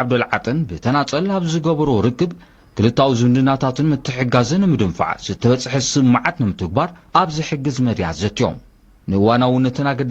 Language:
Tigrinya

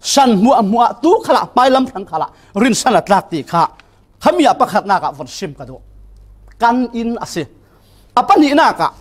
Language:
Falam Chin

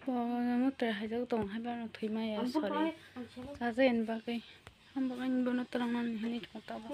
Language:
Kok Borok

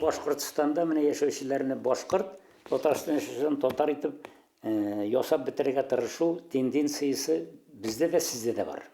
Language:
Bashkir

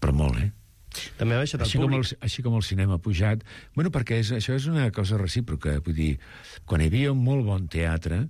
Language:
Catalan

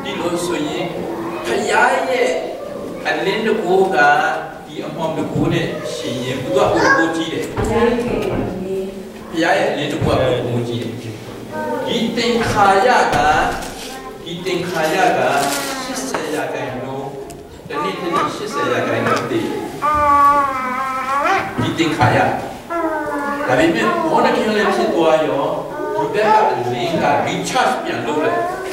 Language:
Burmese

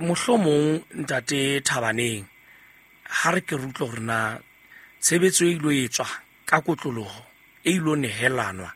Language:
Southern Sotho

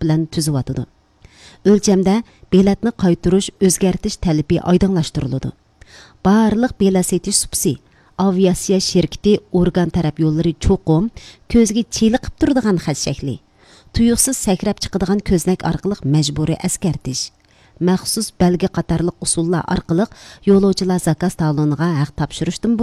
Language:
Uyghur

